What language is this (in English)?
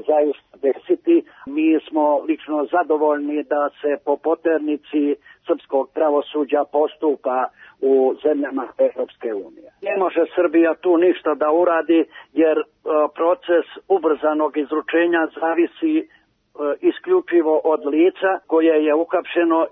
Serbian